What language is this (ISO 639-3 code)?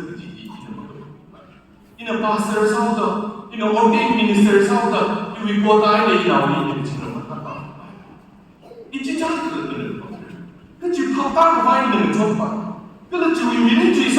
nmf